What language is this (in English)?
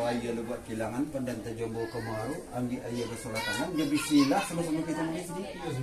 Minangkabau